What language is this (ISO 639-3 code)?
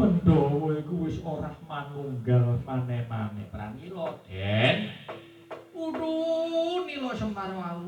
jav